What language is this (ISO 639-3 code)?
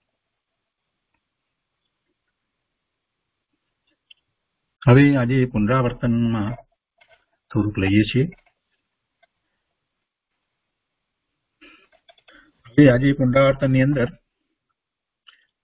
guj